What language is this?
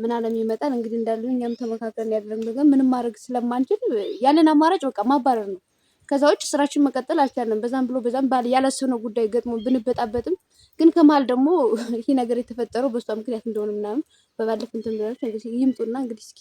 Amharic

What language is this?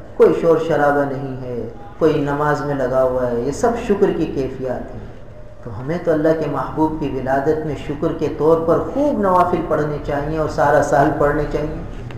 Urdu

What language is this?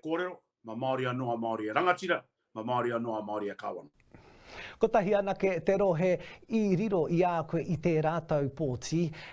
Māori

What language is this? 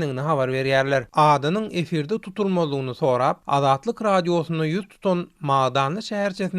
Turkmen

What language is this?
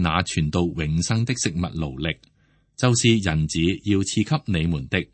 Cantonese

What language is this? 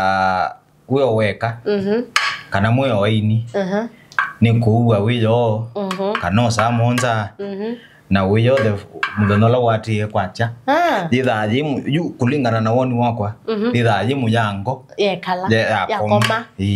Kamba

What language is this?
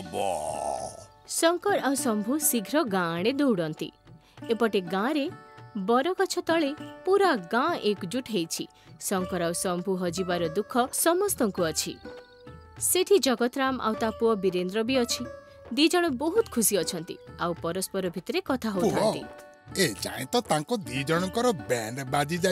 Odia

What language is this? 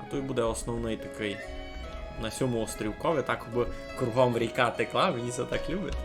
Rusyn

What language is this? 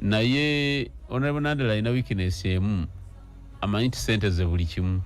Ganda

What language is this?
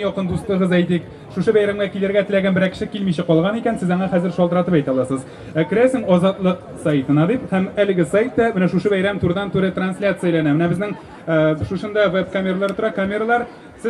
Tatar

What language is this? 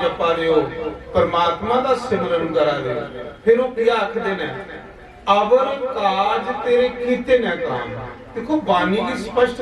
Dogri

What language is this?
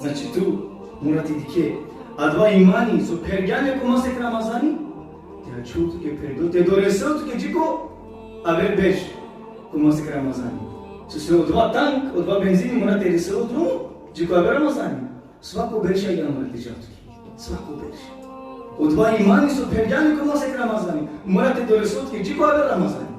Balkan Romani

